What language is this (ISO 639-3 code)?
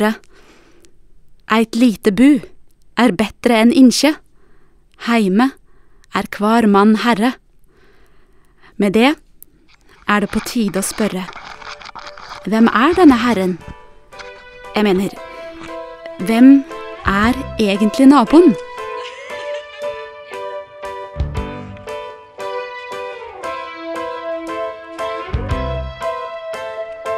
nor